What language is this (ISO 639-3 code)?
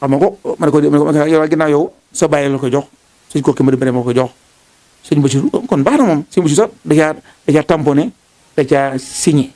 wol